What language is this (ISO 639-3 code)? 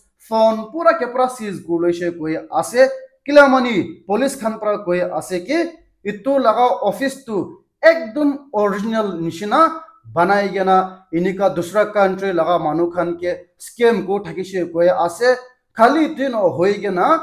nag